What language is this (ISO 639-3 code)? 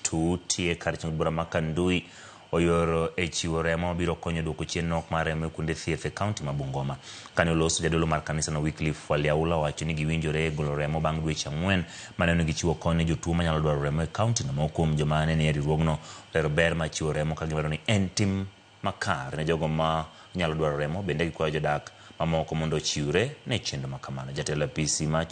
luo